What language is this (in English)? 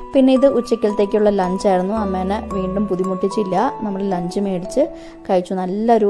Malayalam